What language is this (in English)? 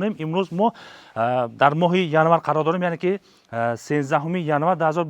Tajik